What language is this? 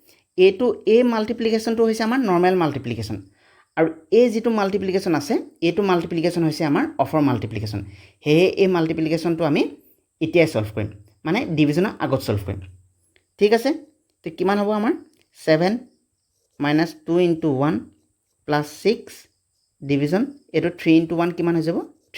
Assamese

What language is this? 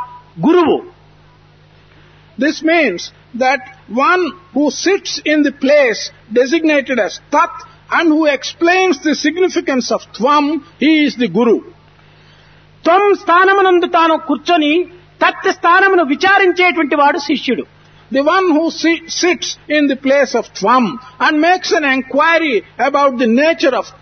Telugu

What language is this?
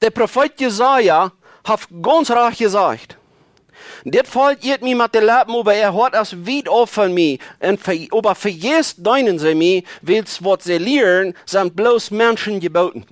Plautdietsch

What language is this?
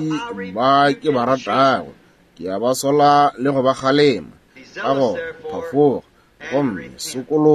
Northern Sotho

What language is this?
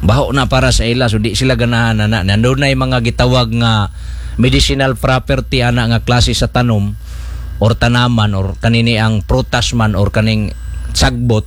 Cebuano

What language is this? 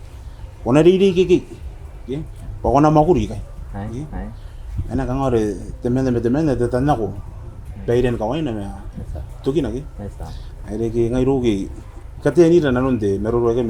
Gilbertese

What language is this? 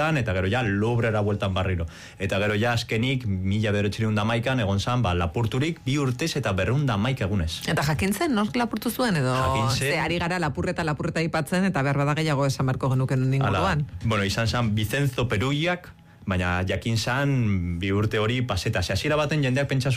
Basque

